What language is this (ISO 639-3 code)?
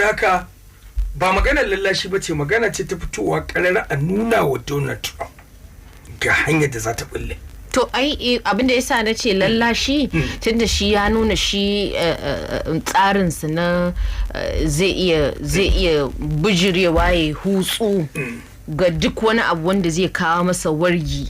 hau